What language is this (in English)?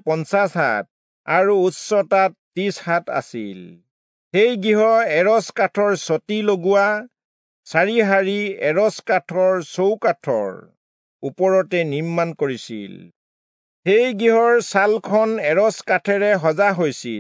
Assamese